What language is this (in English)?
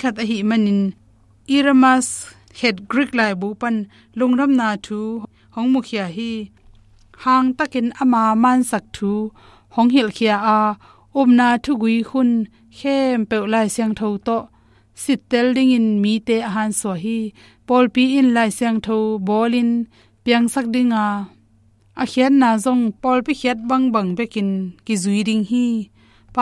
Tedim Chin